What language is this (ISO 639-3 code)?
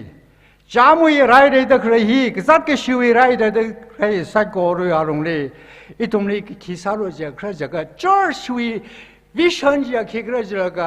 nmf